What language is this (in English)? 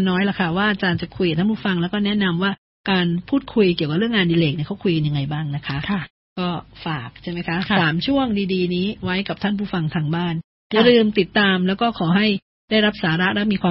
Thai